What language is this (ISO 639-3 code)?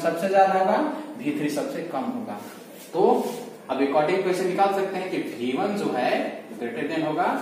hin